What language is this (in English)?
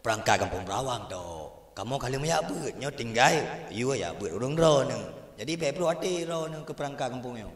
Achinese